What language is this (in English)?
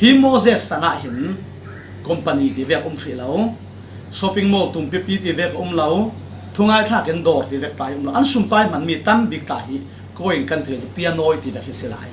Falam Chin